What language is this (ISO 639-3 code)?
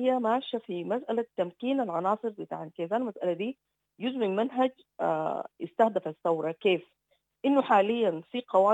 apd